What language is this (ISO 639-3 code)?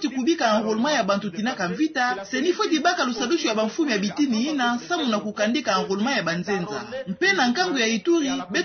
ktu